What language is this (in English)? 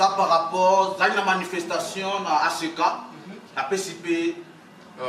Lingala